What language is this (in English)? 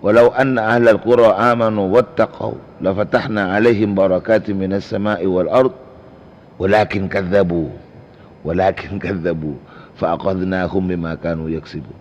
Madurese